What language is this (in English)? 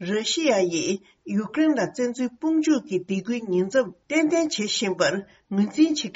Tibetan